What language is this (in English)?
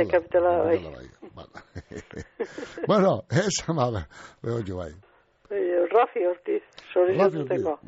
Basque